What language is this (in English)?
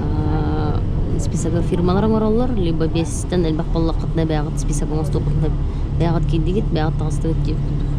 Yakut